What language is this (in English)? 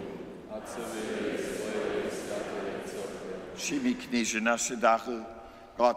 Upper Sorbian